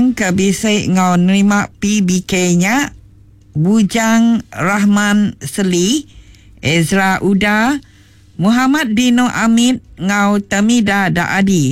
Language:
Iban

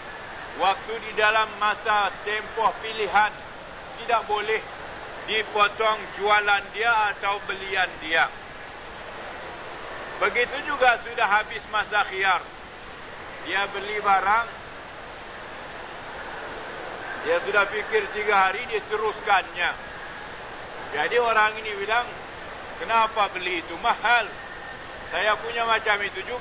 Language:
Malay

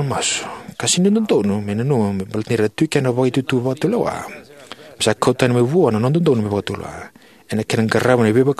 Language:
Fijian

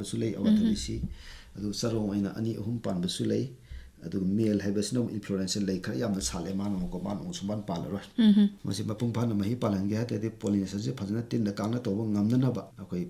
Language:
Manipuri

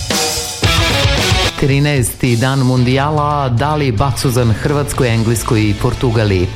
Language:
Serbian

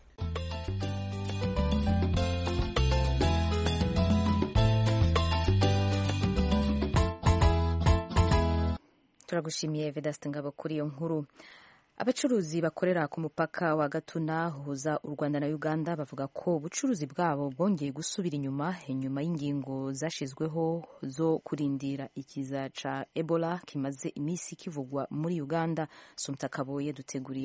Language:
Kinyarwanda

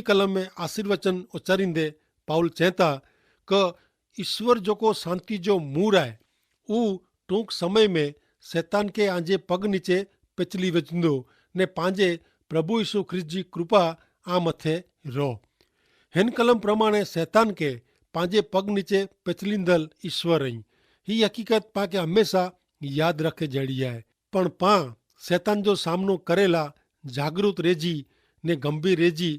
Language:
Kachhi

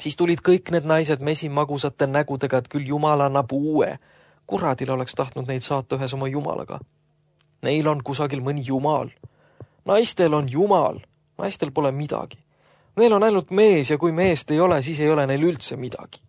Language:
Estonian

